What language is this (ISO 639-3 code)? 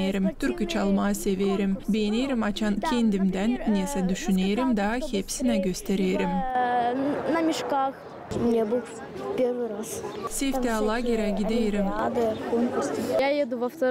gag